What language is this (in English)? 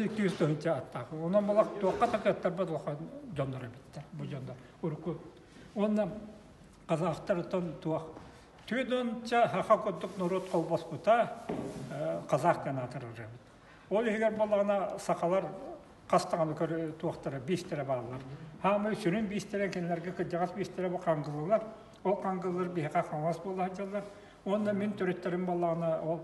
Yakut